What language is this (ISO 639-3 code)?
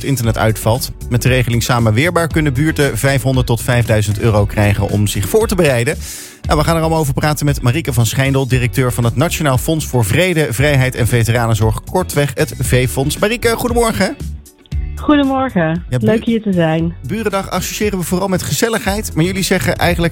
nld